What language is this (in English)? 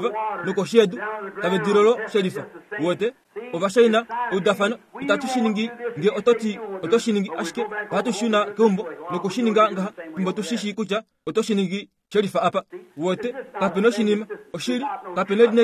Kuanyama